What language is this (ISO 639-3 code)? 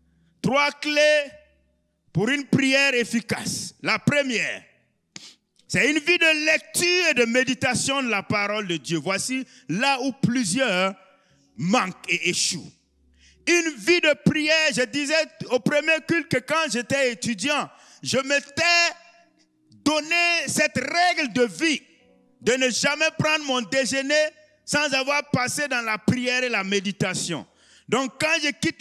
fra